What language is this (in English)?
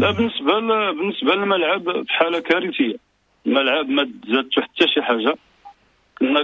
Moroccan Arabic